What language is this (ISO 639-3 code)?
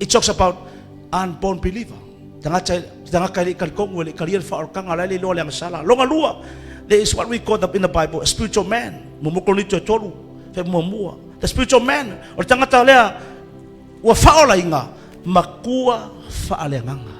smo